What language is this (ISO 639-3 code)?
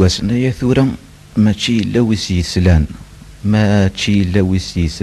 kab